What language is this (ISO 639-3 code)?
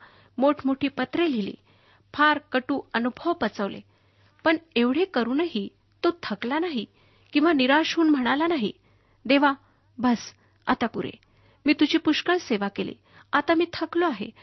mar